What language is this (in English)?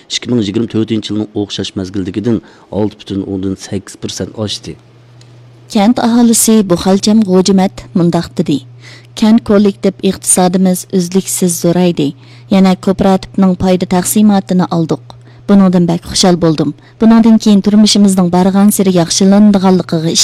Uyghur